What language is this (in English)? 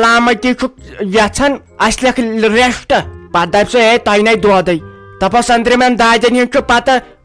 Kashmiri